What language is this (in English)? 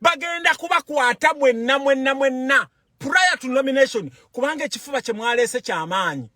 Ganda